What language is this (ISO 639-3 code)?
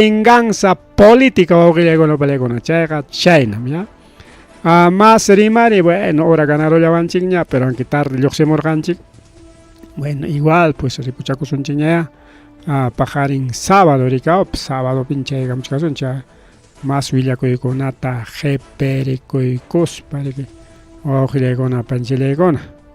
quy